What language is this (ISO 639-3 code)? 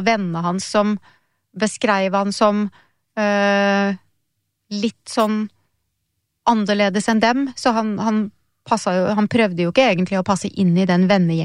nor